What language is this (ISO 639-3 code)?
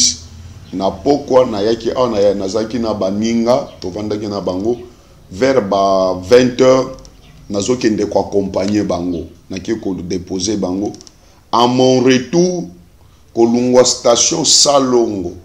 lin